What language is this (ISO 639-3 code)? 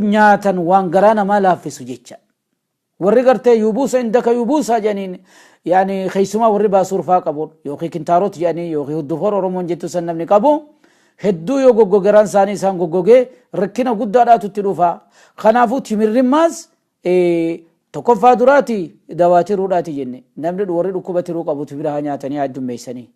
orm